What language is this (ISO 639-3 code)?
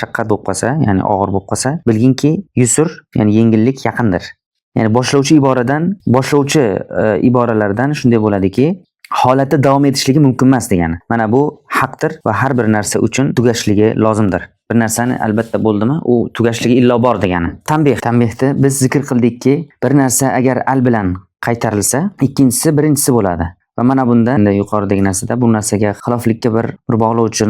uzb